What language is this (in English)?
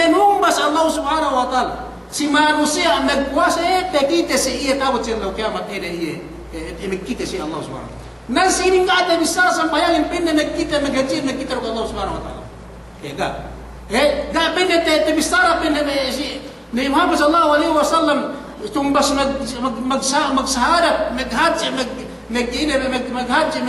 Yakan